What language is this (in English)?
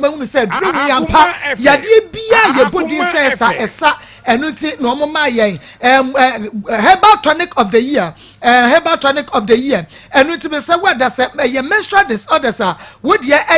Akan